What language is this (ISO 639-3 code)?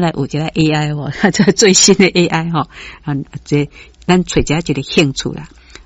nan